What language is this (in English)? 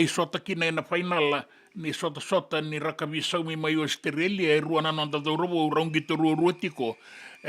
Fijian